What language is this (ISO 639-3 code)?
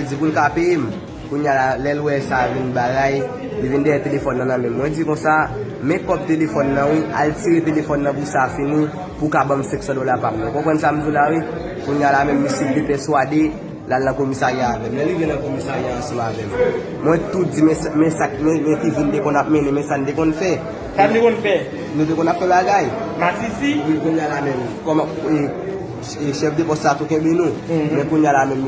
hat